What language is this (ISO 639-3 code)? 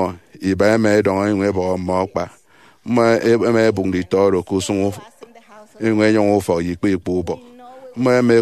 efi